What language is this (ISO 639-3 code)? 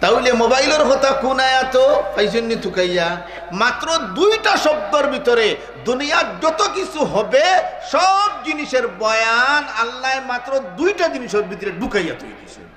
syl